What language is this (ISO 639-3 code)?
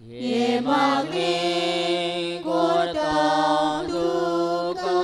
kok